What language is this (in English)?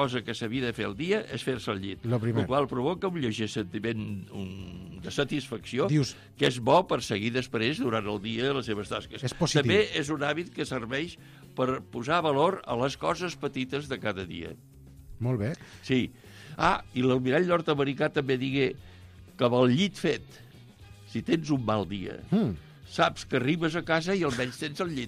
Catalan